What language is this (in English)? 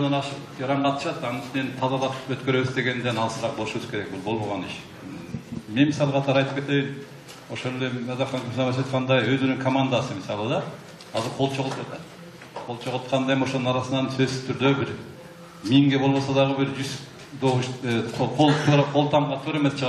Kyrgyz